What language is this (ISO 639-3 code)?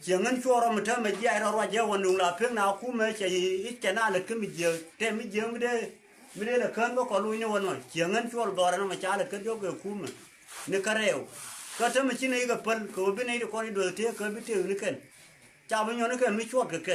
nus